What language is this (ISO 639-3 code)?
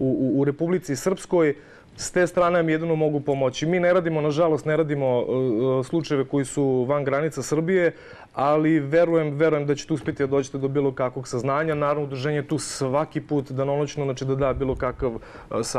srp